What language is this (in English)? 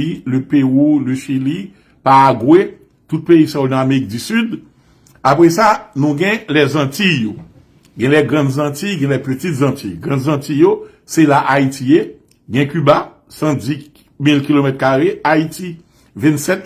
Haitian Creole